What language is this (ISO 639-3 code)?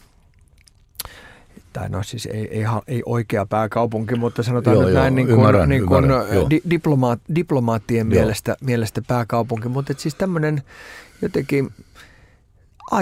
fin